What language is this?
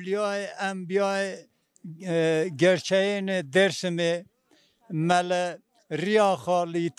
Zaza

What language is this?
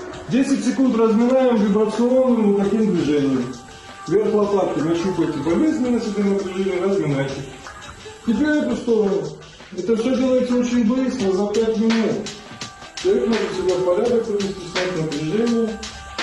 Russian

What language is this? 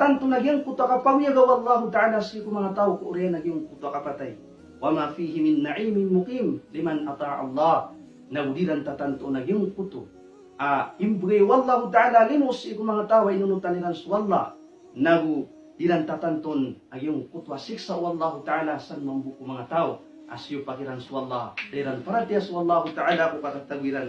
Maranao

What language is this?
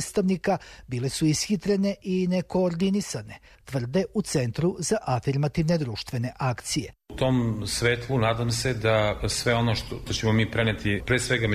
Serbian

